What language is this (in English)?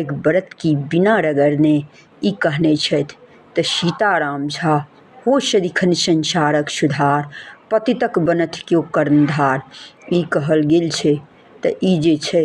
Maithili